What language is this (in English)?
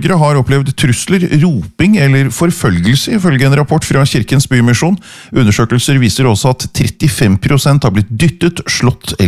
Norwegian